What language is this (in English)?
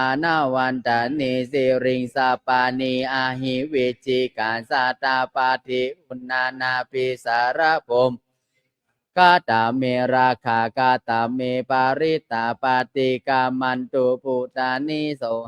Pali